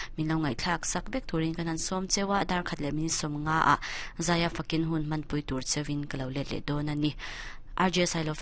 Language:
Mizo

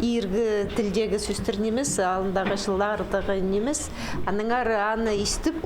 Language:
Khakas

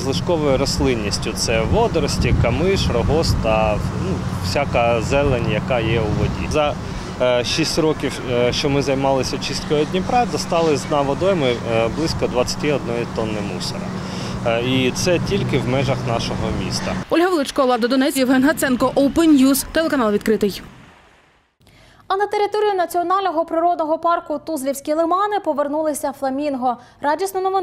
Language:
Ukrainian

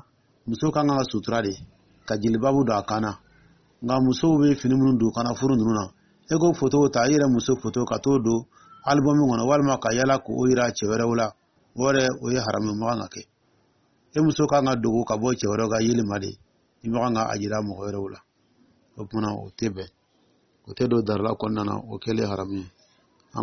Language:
Dyula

